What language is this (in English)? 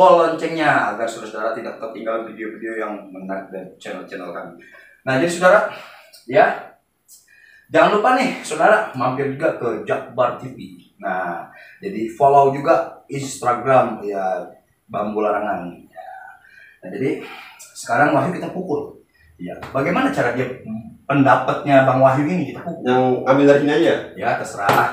Betawi